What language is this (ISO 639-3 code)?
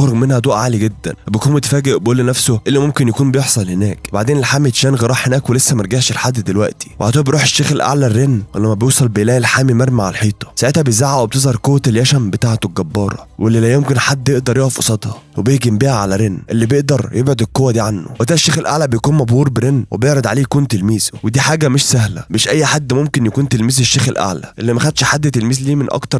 arz